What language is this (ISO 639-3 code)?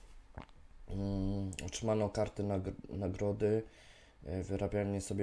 pol